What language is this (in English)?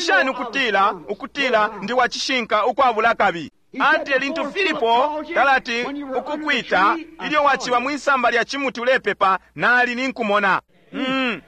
Bemba